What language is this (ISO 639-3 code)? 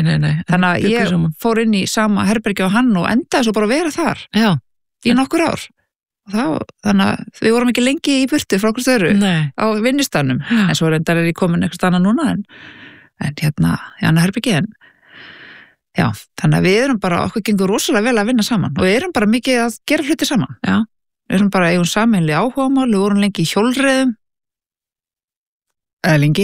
isl